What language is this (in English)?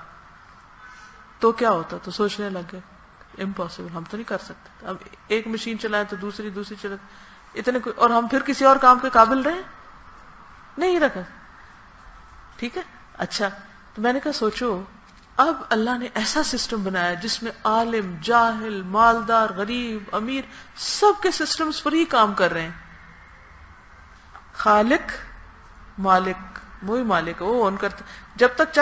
Urdu